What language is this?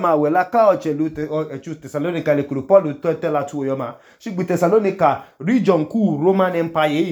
Idoma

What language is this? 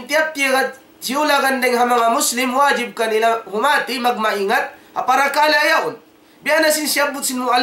Tausug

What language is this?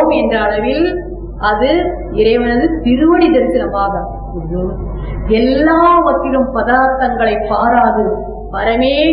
Tamil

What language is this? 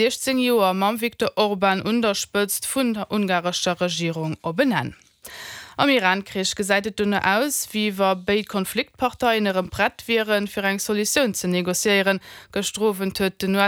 Luxembourgish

